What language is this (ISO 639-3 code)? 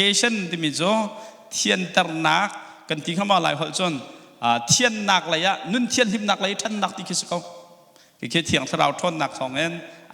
cnh